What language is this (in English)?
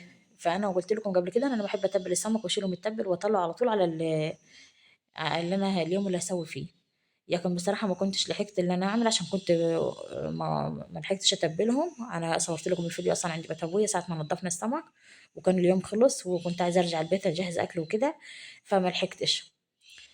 Egyptian Arabic